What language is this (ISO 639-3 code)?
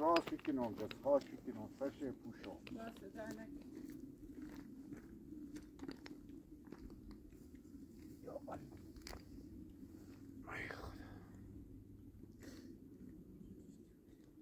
fas